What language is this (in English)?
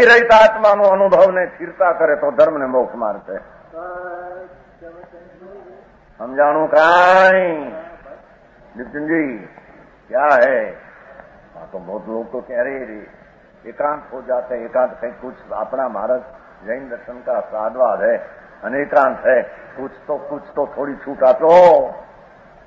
Gujarati